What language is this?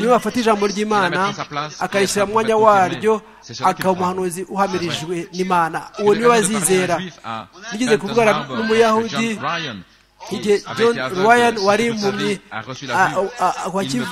Kinyarwanda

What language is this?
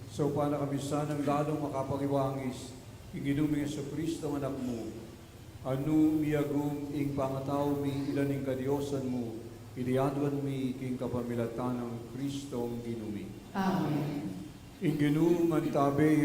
Pampanga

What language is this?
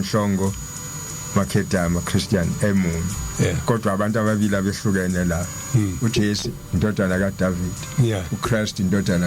Zulu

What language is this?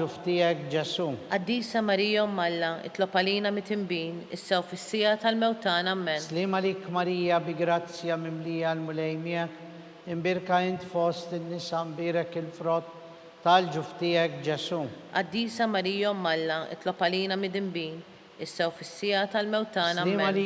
Maltese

